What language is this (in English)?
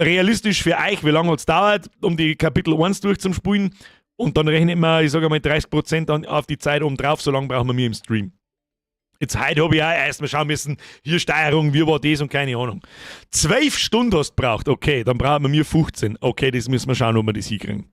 Bavarian